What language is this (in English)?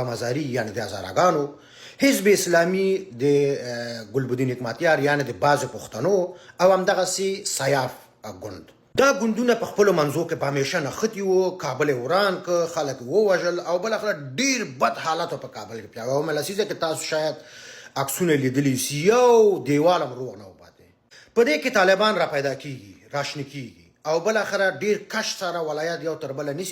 Pashto